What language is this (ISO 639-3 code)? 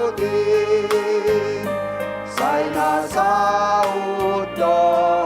bts